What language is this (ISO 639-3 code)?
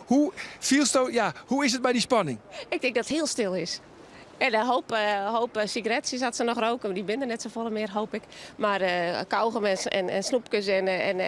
fry